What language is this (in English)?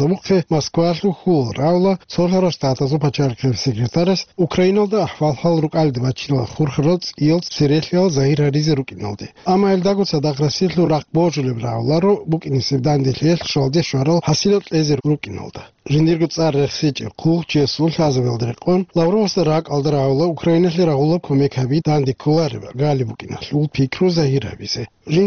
Avaric